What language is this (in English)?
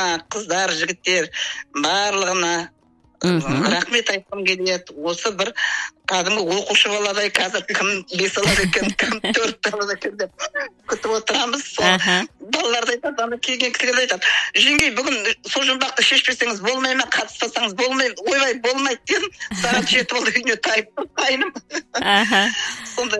Kazakh